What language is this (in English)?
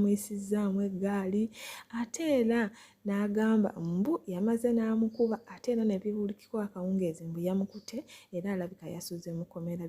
Ganda